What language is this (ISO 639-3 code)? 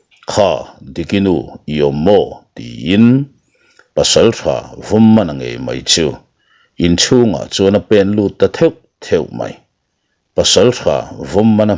lus